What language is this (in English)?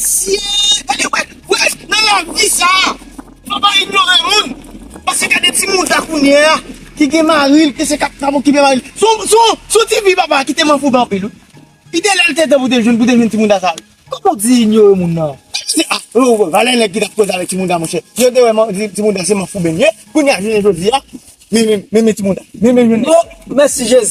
Haitian Creole